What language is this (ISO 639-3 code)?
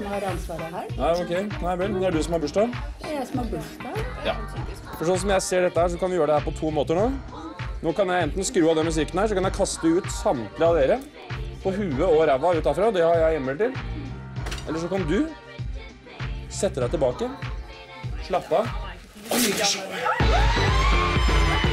nor